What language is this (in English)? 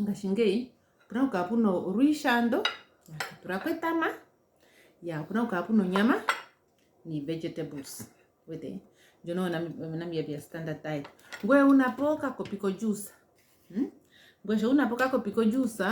Ndonga